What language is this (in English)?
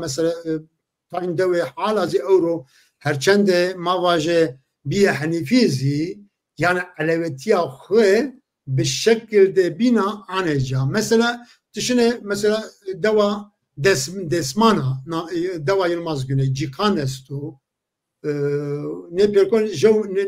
Zaza